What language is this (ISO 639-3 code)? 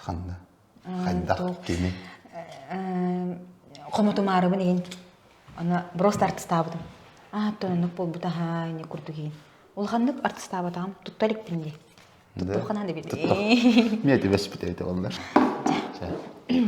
sah